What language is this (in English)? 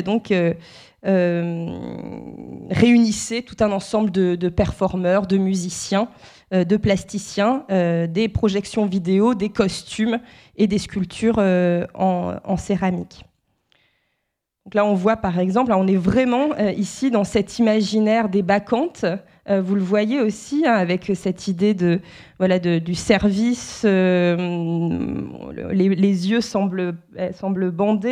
French